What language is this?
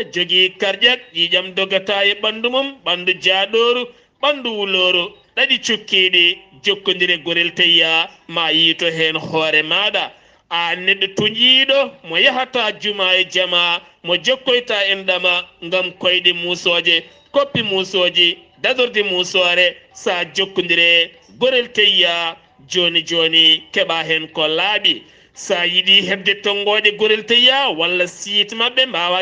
Fula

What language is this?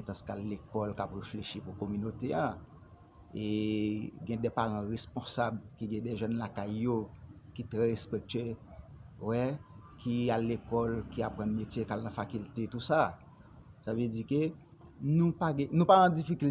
Haitian Creole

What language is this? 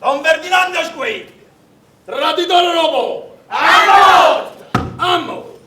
Neapolitan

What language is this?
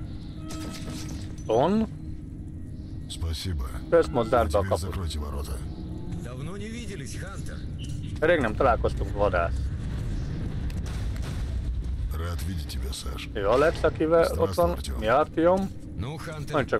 Hungarian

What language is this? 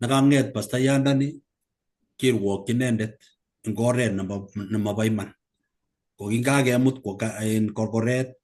Kalenjin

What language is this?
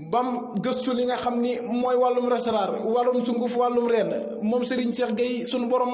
Wolof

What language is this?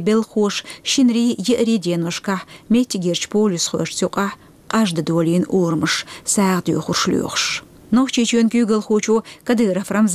Chechen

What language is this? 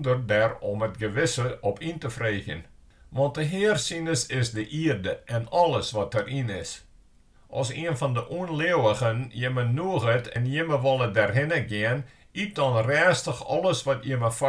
Western Frisian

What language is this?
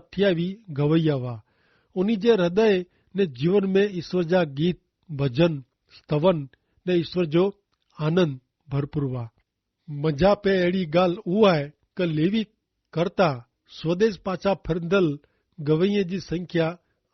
Kachhi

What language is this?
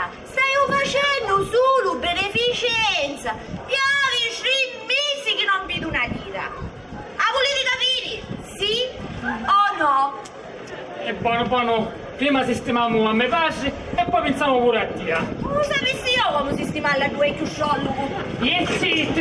Sicilian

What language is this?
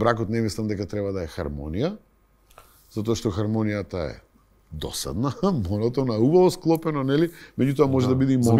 Macedonian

